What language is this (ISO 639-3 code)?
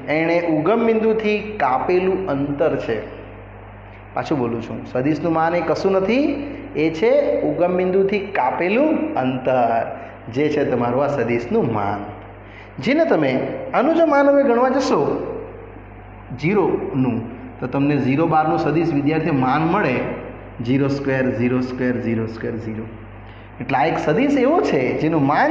guj